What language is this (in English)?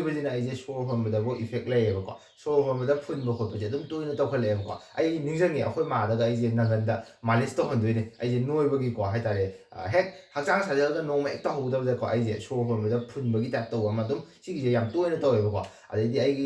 Manipuri